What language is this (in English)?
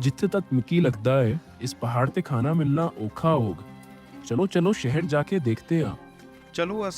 Dogri